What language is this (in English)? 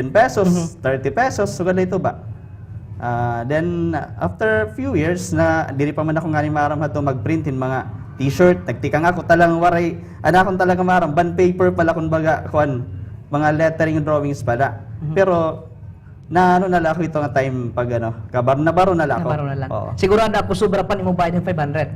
Waray